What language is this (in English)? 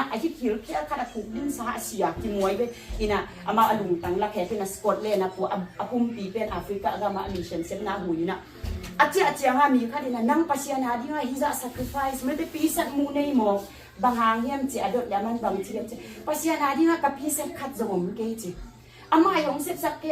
Tedim Chin